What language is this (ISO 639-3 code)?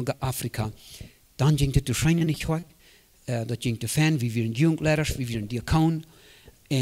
pdt